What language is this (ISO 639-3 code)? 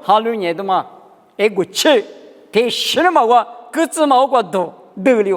lis